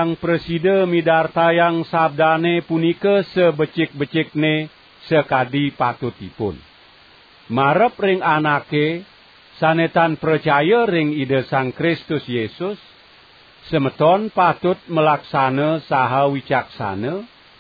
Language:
Balinese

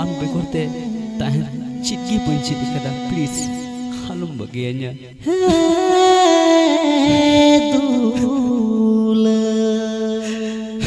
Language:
Santali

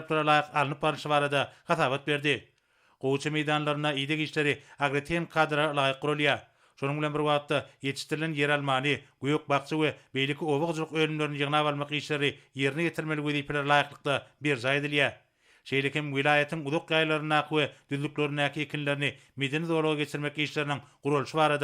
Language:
Turkmen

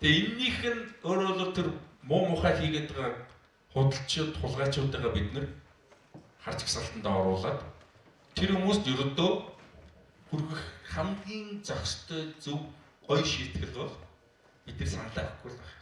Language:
Mongolian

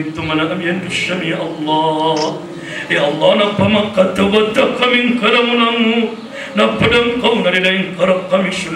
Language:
Maranao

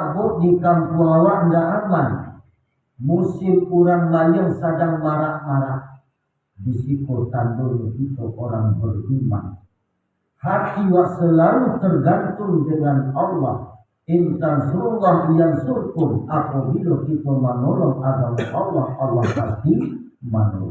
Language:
Minangkabau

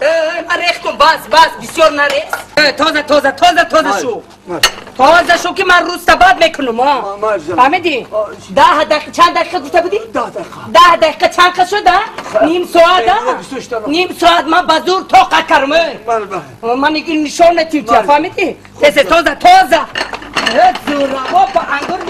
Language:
Tajik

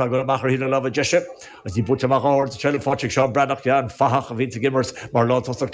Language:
Irish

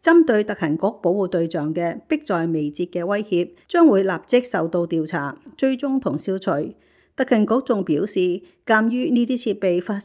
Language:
Cantonese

